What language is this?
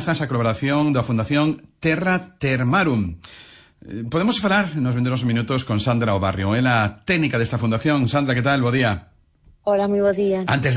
Galician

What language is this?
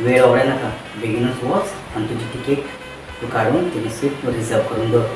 Konkani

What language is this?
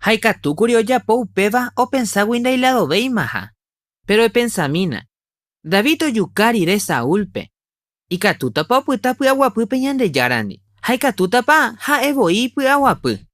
Guarani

